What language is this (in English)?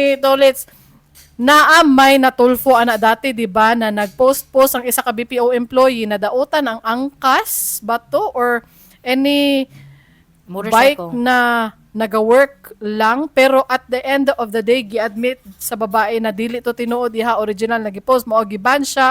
Cebuano